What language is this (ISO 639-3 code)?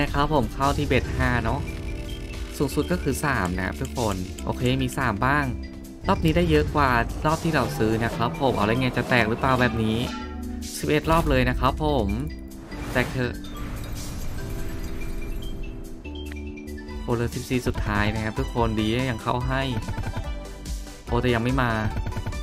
tha